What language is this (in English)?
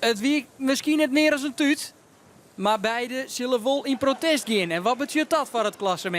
Western Frisian